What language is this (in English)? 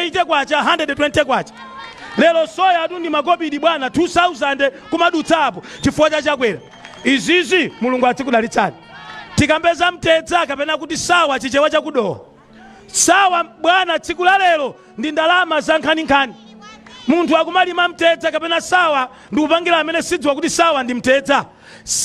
Nyanja